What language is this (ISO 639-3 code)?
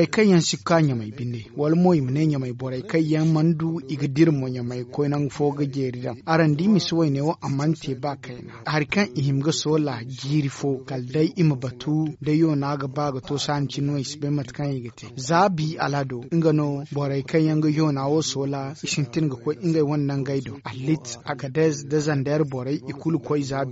dje